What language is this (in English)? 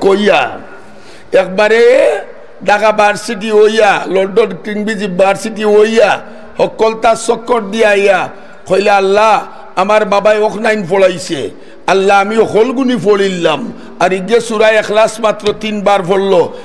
Sylheti